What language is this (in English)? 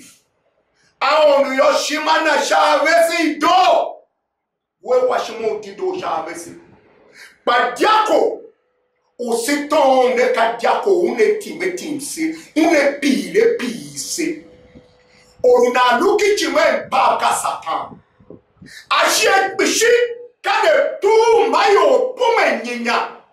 Tiv